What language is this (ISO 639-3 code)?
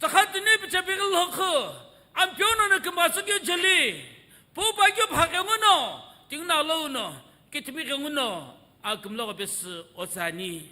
nsm